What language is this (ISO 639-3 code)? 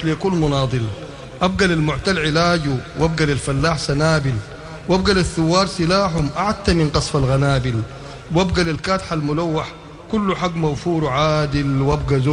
apd